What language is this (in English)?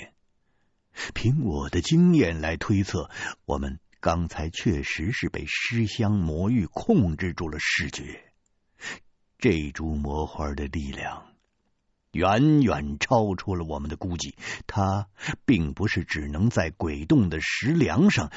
Chinese